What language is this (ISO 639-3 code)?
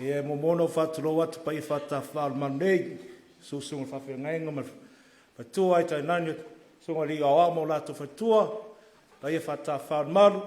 smo